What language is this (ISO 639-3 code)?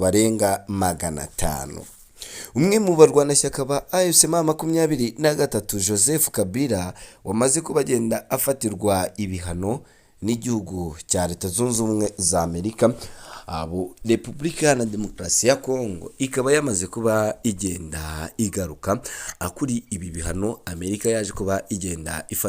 kin